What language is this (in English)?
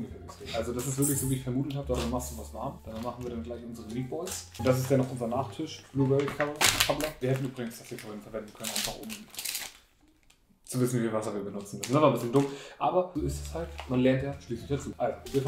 German